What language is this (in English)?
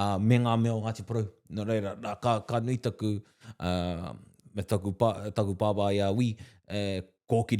Māori